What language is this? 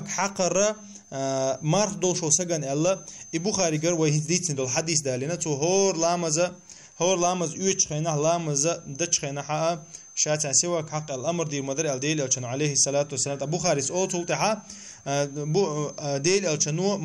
Chechen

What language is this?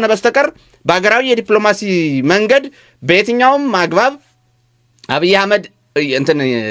Amharic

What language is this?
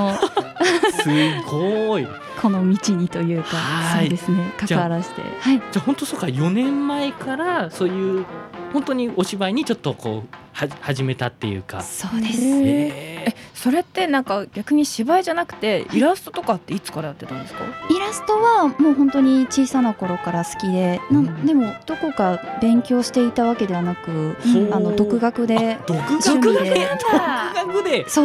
Japanese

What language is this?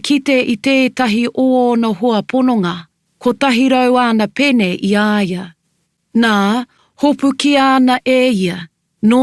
Māori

